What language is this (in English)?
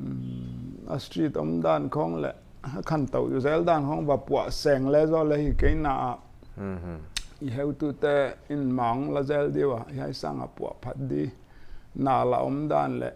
Paite Chin